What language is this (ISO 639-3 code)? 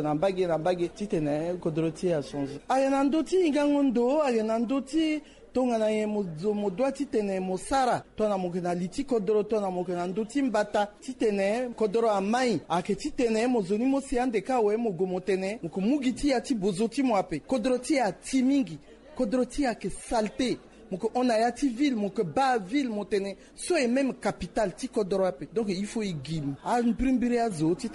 sag